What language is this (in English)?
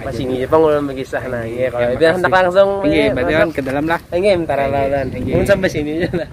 Banjar